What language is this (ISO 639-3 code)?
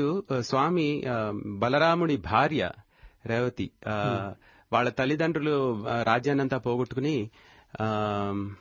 tel